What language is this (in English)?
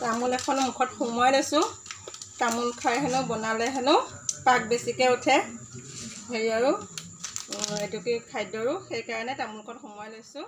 Assamese